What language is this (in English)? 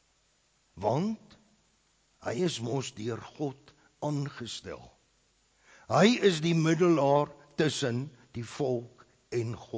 Afrikaans